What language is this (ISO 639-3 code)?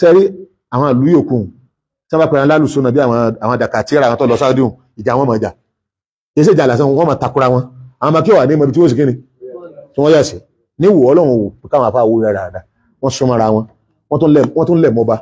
yor